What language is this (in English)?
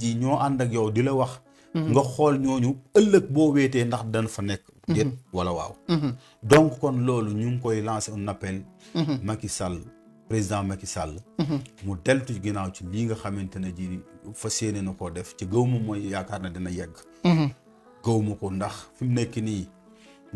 Wolof